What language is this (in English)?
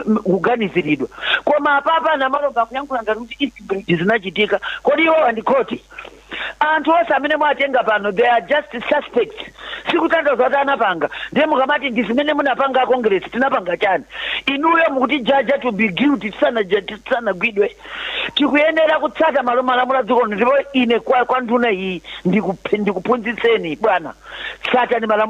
Nyanja